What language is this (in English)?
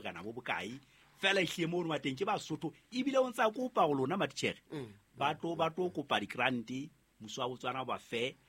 Southern Sotho